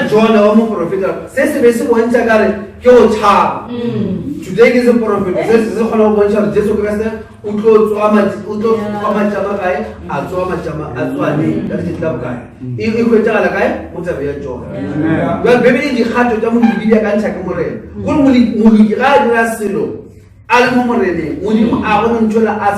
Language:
Northern Sotho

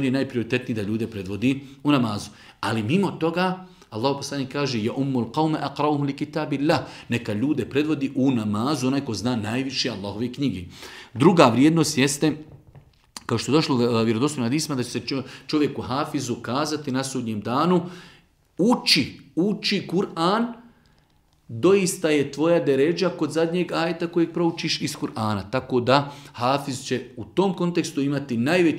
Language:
Bosnian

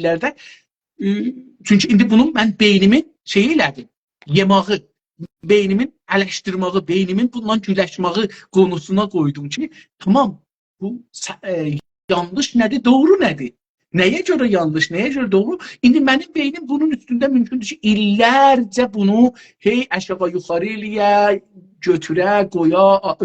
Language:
South Azerbaijani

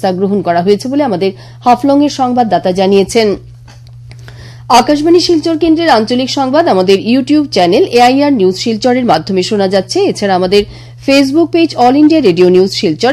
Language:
Bangla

